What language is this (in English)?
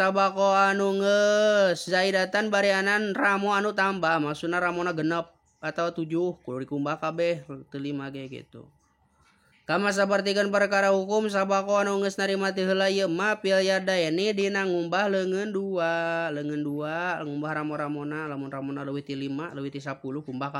Sundanese